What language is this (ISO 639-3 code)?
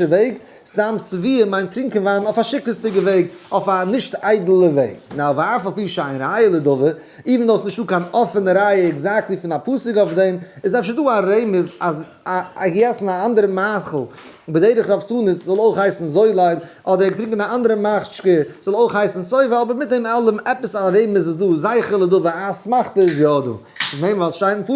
yid